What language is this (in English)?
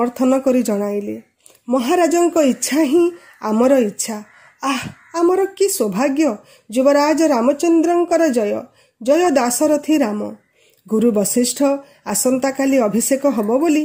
Odia